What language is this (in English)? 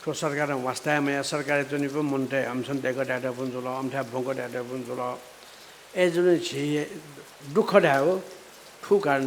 Newari